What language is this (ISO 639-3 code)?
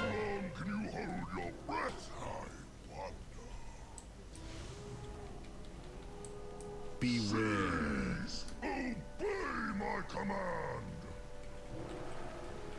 eng